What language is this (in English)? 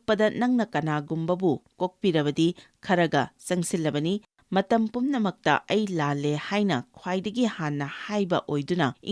Manipuri